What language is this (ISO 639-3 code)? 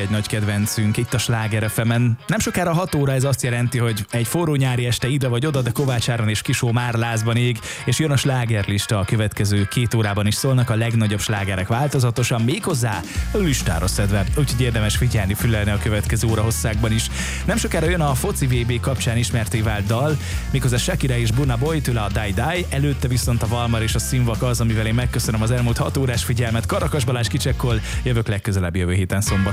hun